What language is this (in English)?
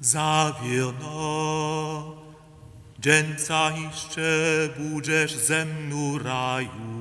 Upper Sorbian